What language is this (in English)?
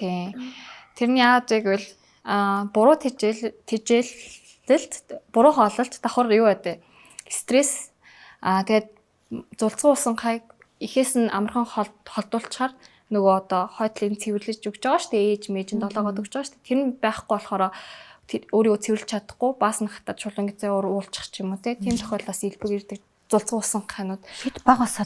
Mongolian